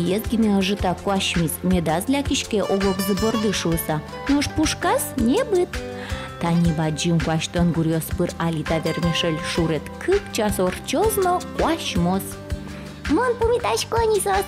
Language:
Udmurt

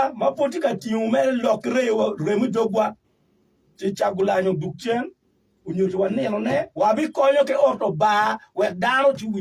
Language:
Acoli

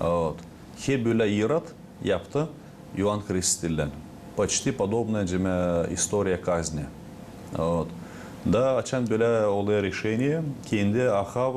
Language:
Gagauz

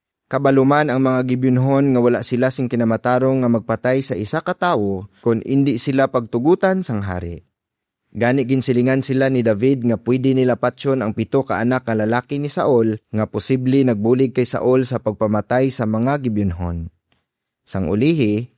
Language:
Hiligaynon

